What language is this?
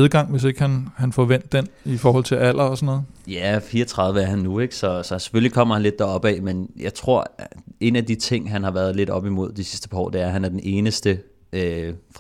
Danish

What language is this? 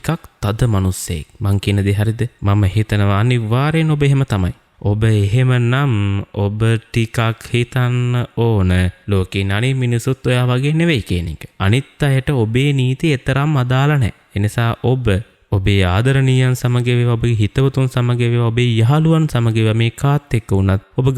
Sinhala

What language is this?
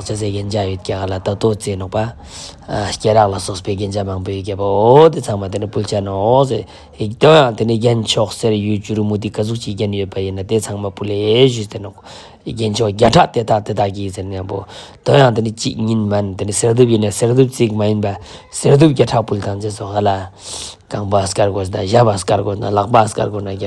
Ladakhi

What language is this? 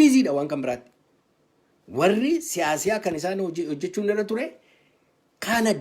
Oromo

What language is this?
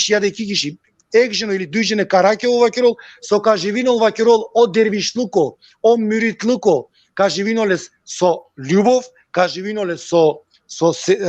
Balkan Romani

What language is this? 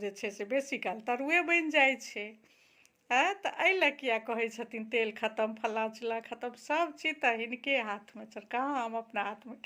Maithili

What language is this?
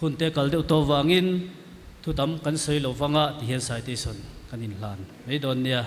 Mizo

